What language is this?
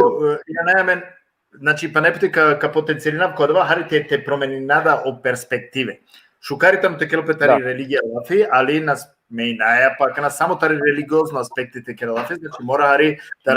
Balkan Romani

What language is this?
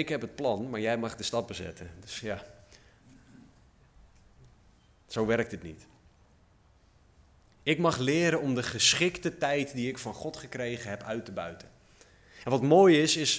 Dutch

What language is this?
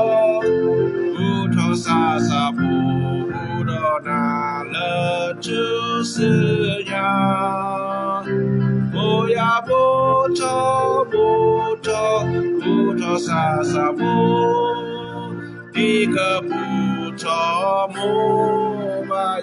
S'gaw Karen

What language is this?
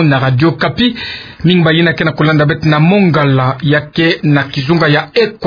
Kituba (Democratic Republic of Congo)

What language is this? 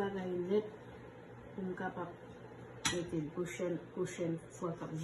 Haitian Creole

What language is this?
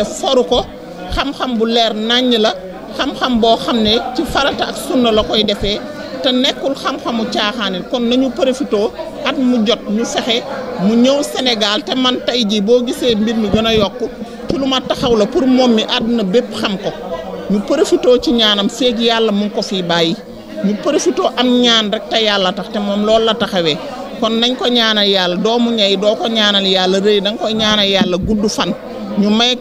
Wolof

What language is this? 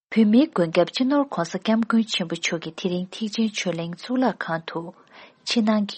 Tibetan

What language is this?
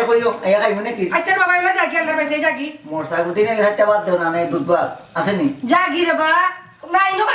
Sylheti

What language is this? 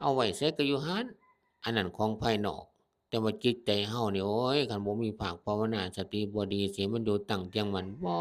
Northeastern Thai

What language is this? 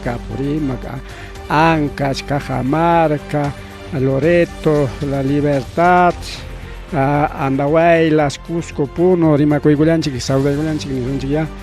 Ayacucho Quechua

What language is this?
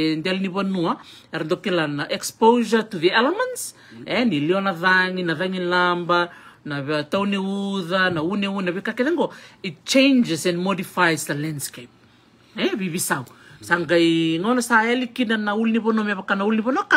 Fijian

